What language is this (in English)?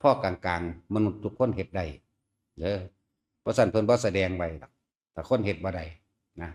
Northeastern Thai